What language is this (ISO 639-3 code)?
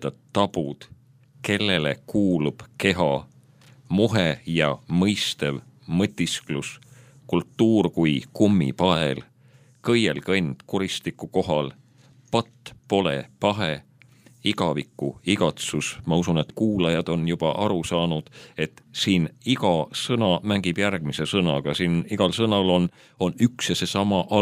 est